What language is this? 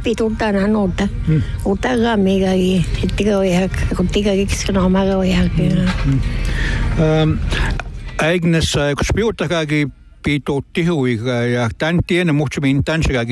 Finnish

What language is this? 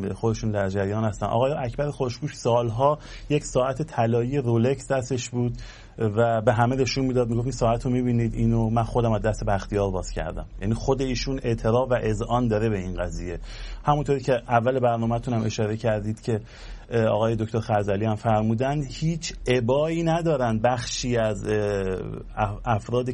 Persian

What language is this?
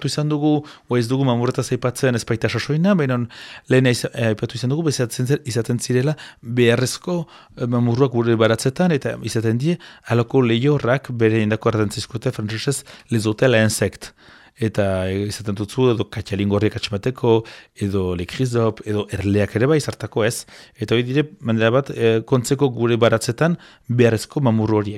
Basque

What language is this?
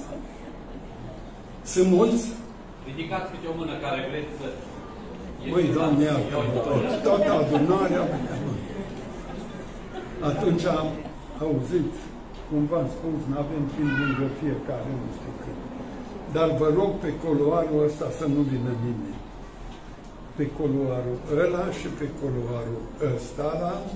Romanian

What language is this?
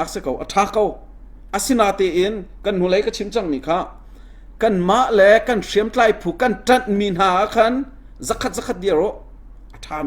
Hakha Chin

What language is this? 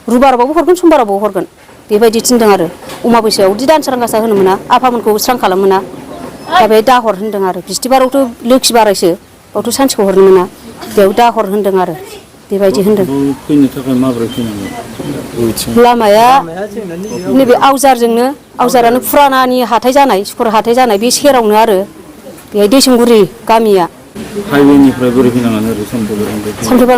Bodo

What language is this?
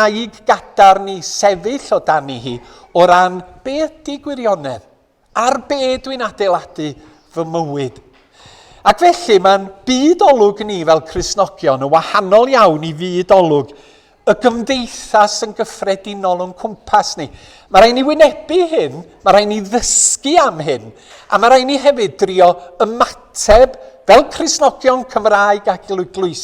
Welsh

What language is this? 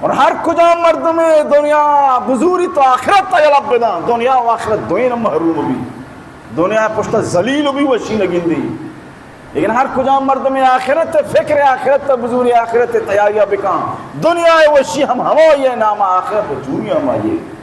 Baluchi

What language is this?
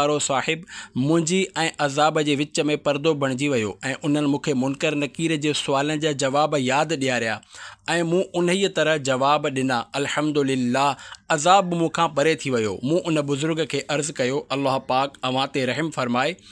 Sindhi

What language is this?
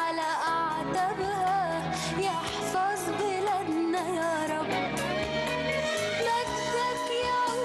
Egyptian Arabic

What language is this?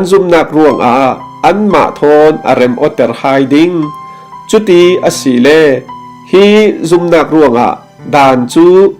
Falam Chin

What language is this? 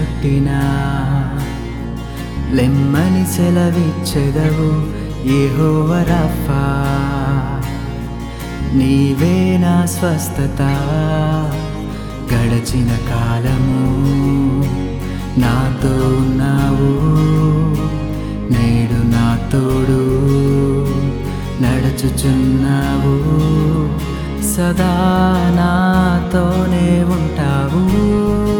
Telugu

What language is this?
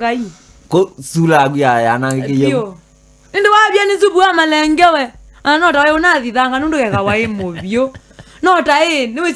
Kamba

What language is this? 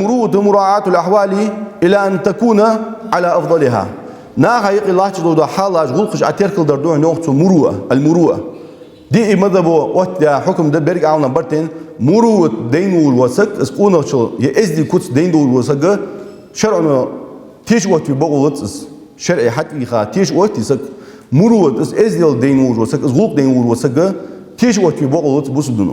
Ingush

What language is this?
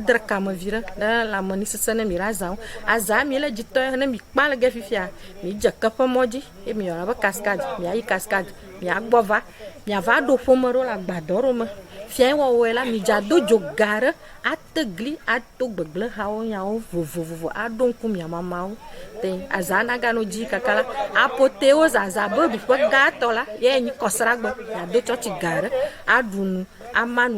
Ewe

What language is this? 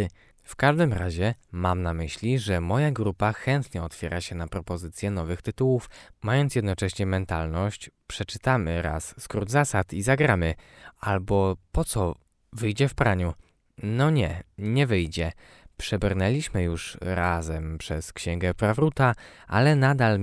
Polish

